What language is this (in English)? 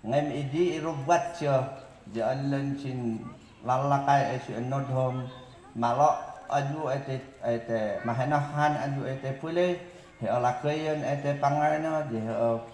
Mayoyao Ifugao